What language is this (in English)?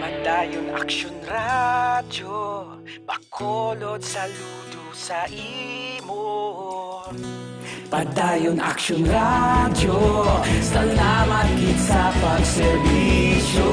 Hiligaynon